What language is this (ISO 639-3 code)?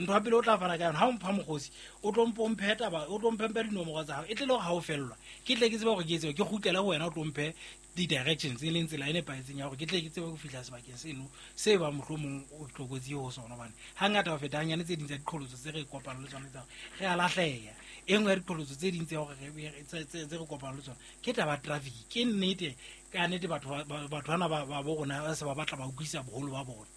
sot